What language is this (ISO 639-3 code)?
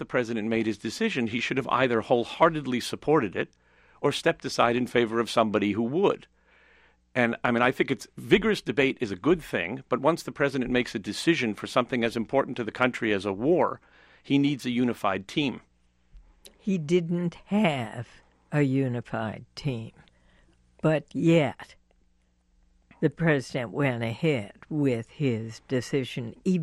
eng